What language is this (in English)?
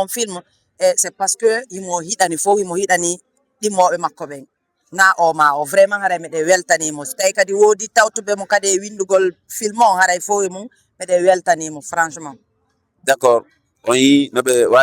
Fula